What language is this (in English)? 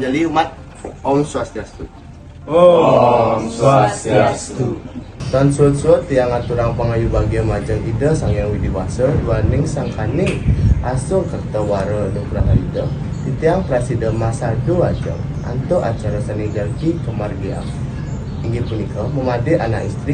Balinese